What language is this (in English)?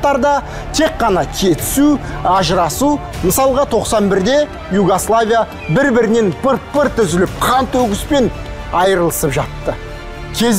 Kazakh